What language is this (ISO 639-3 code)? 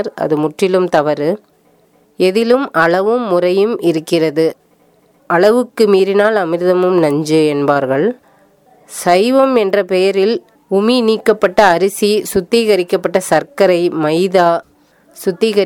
tam